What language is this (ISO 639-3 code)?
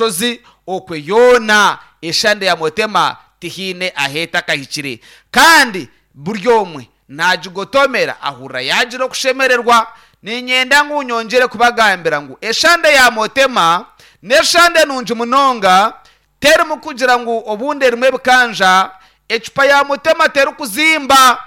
nyn